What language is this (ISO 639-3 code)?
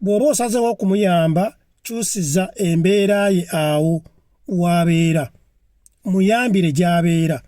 lug